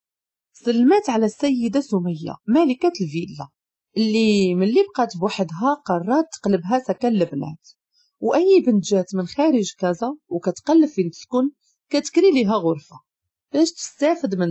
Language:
Moroccan Arabic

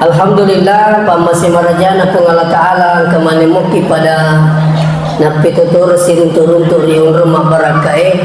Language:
Buginese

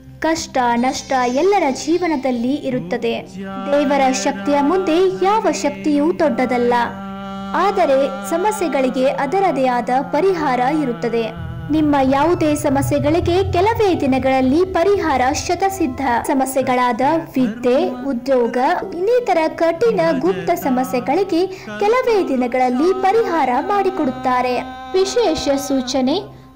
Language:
Kannada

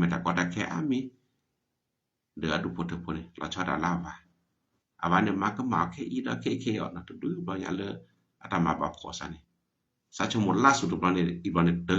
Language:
S'gaw Karen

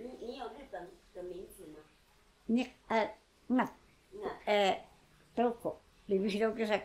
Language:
Taroko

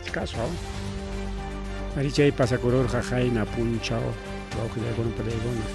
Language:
Ayacucho Quechua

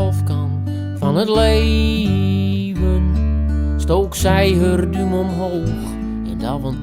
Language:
Western Frisian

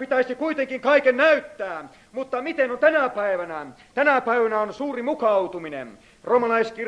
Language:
Finnish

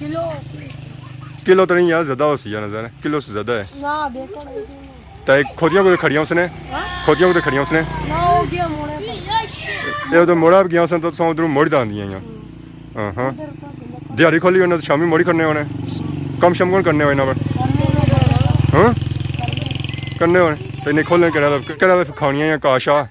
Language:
Pahari-Potwari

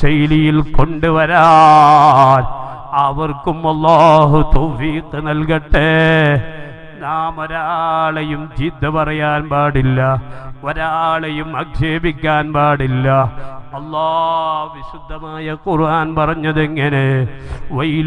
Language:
Malayalam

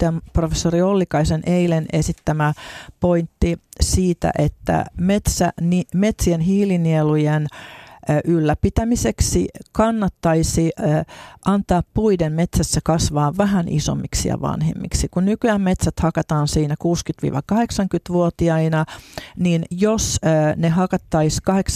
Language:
Finnish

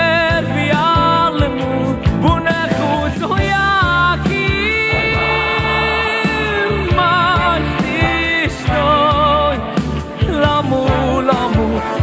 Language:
Yiddish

